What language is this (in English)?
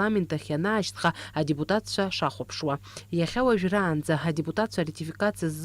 Abkhazian